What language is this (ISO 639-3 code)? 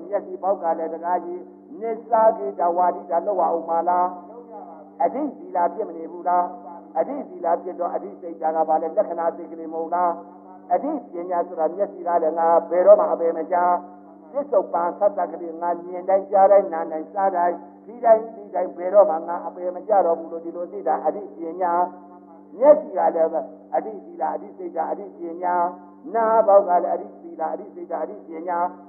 mya